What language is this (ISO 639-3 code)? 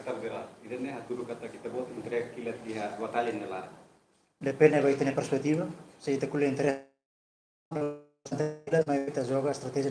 tet